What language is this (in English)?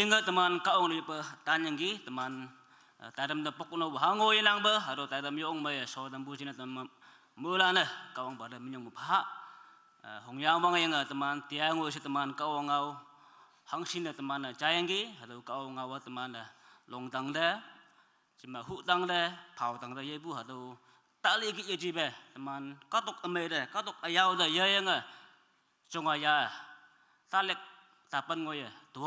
Naga Pidgin